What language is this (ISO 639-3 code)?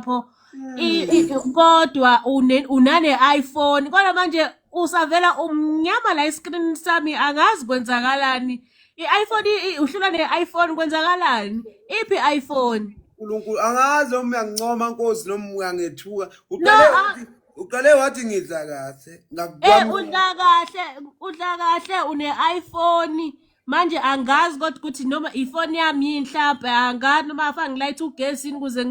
zul